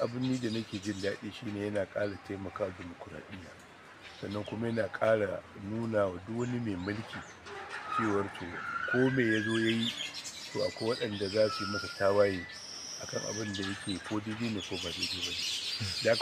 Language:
Hausa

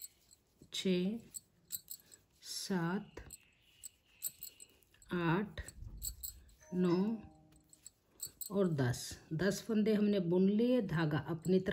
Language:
Hindi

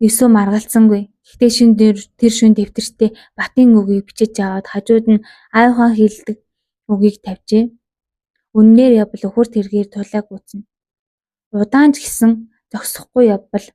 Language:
Mongolian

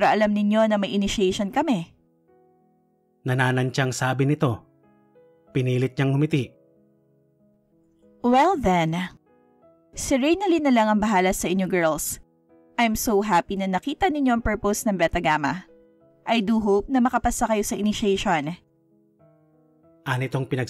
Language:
Filipino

